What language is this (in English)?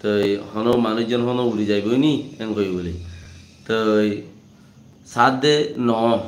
Rohingya